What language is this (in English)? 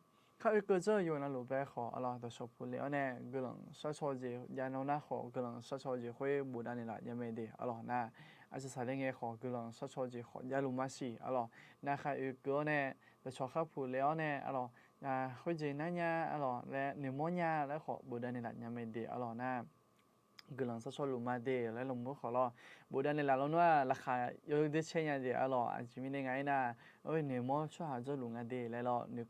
Akha